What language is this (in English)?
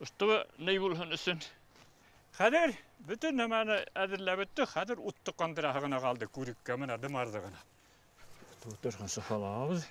Bashkir